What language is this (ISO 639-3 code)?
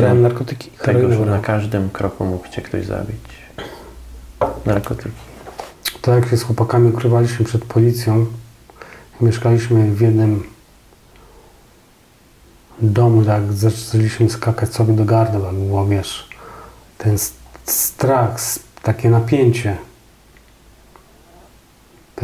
pol